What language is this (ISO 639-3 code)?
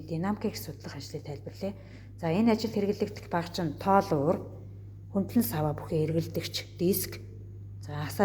mon